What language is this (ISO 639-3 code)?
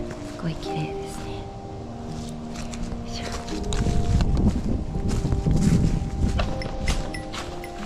jpn